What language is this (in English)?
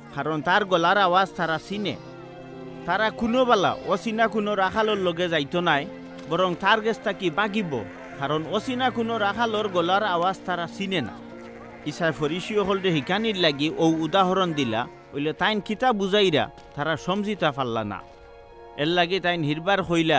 Sylheti